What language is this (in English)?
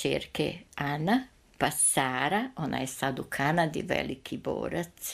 Serbian